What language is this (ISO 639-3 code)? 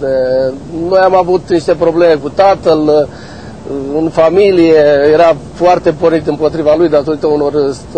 ron